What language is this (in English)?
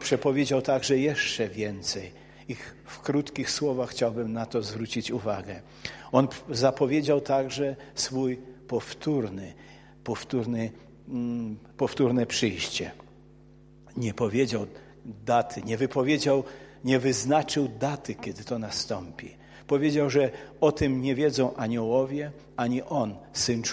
Polish